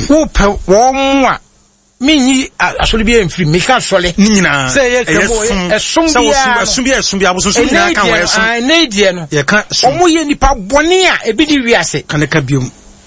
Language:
Akan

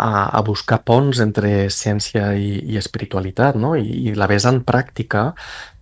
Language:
Catalan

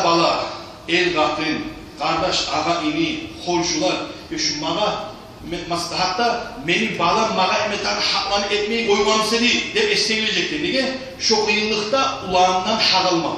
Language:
Kumyk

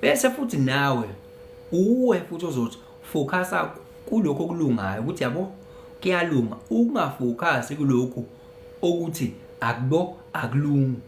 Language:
Zulu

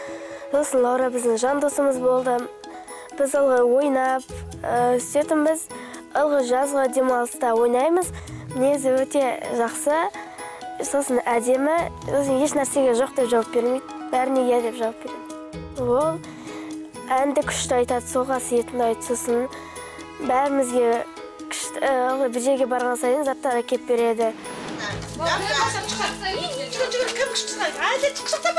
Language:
Kazakh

